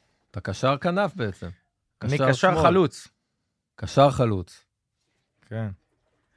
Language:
Hebrew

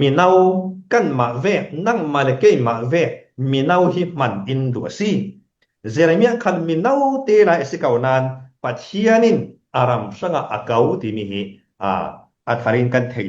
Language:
Falam Chin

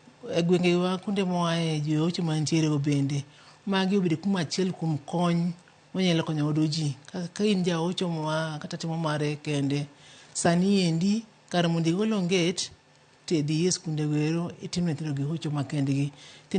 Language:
Luo (Kenya and Tanzania)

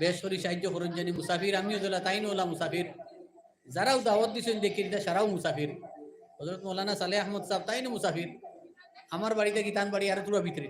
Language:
Sylheti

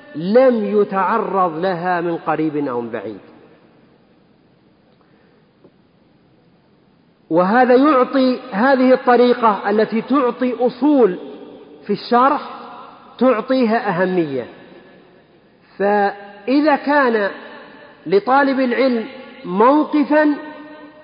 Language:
Arabic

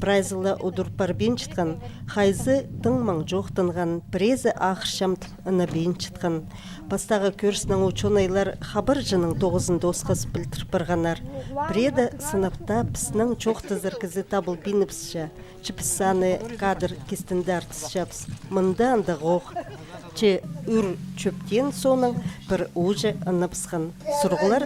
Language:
Khakas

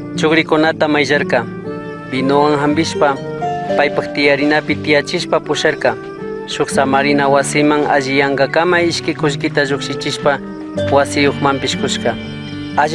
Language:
Chimborazo Highland Quichua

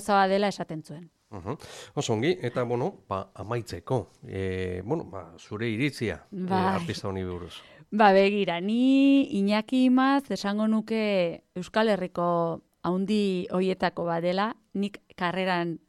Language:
Basque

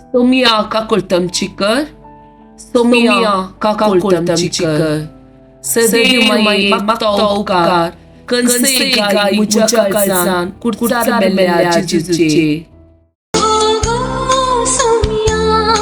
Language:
Konkani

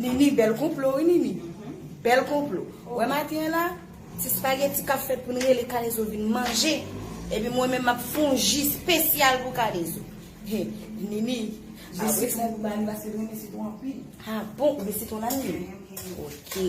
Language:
Haitian Creole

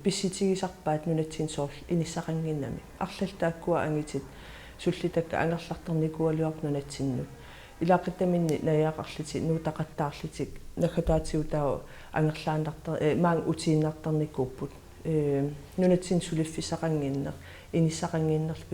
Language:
Kalaallisut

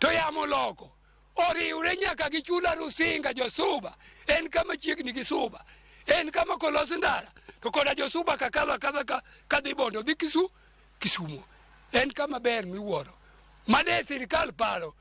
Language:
Luo (Kenya and Tanzania)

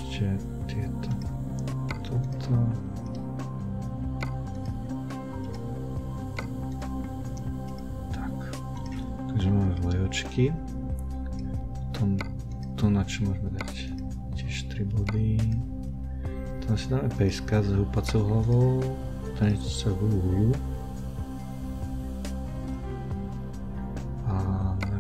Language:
Slovak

